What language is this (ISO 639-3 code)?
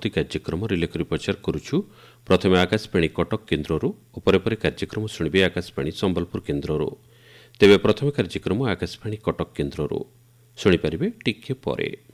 ori